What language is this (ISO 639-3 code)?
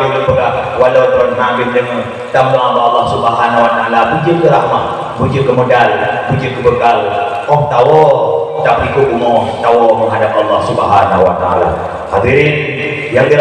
ace